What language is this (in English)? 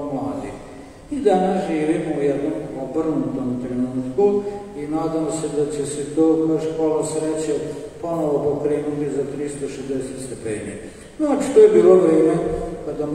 Serbian